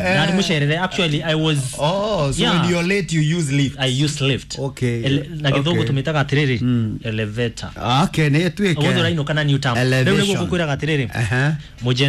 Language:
Kikuyu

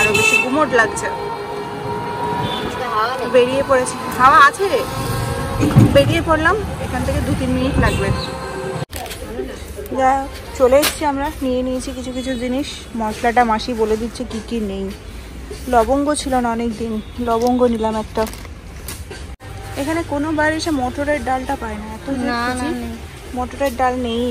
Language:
Bangla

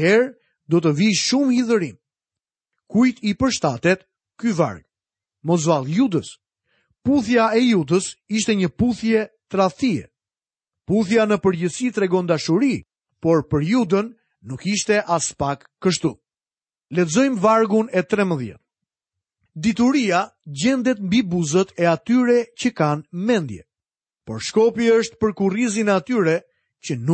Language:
Albanian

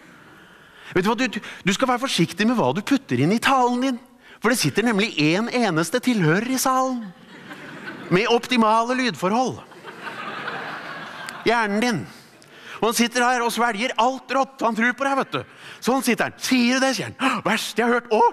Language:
Norwegian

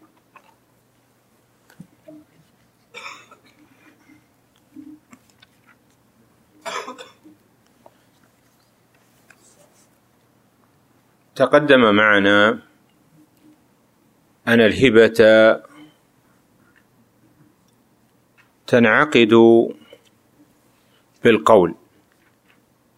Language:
Arabic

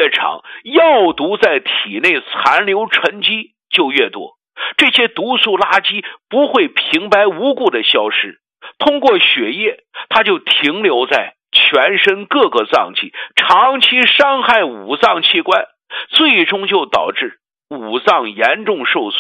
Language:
Chinese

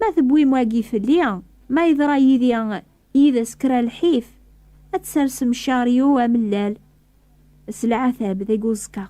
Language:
Kabyle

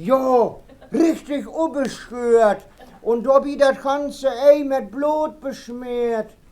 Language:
Westphalien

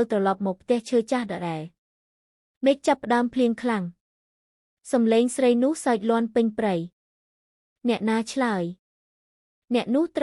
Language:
Khmer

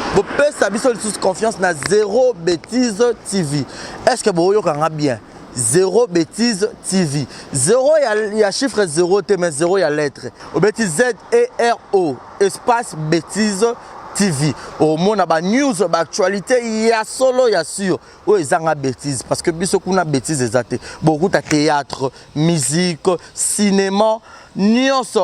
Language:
Lingala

